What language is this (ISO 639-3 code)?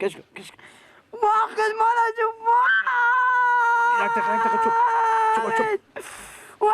fas